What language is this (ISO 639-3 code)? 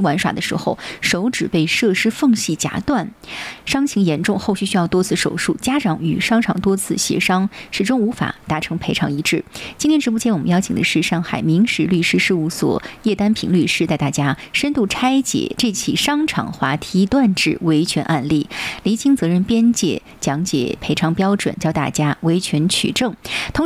zho